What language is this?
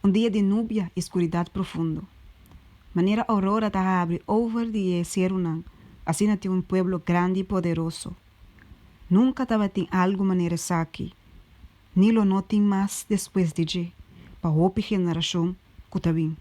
Papiamento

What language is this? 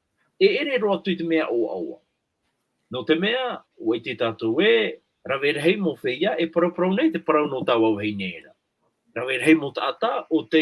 Tahitian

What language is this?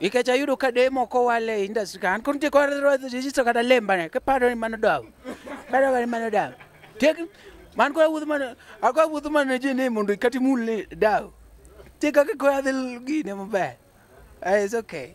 Luo (Kenya and Tanzania)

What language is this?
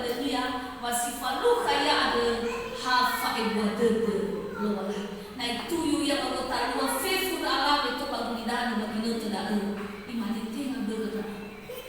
Nias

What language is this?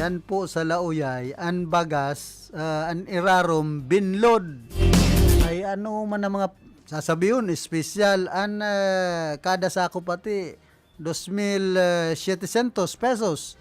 Bikol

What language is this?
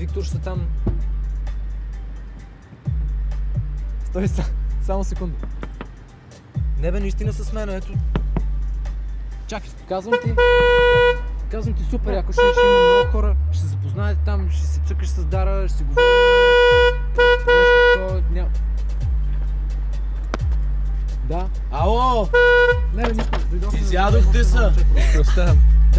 Bulgarian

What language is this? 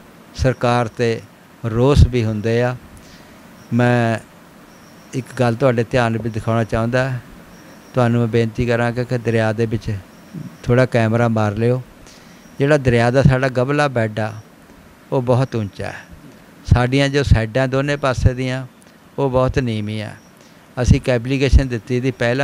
Punjabi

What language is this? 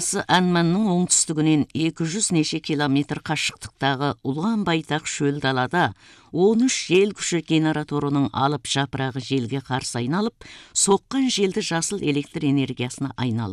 Kazakh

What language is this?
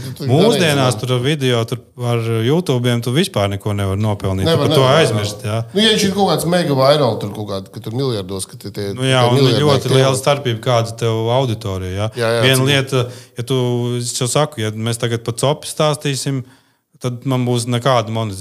Latvian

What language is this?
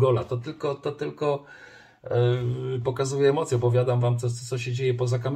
Polish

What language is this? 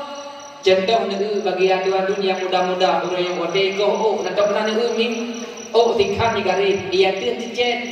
Achinese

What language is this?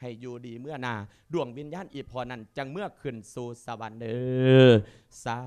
Lao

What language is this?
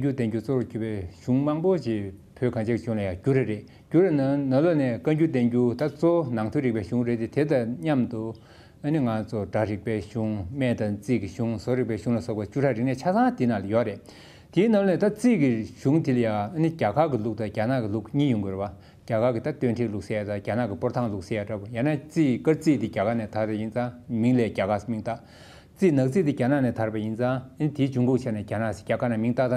Tibetan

